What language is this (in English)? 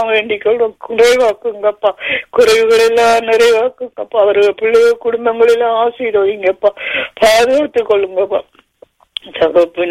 Tamil